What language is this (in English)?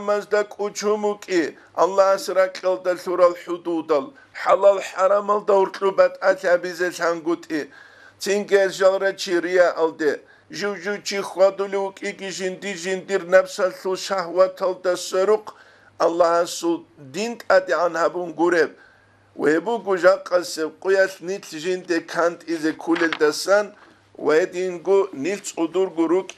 Avaric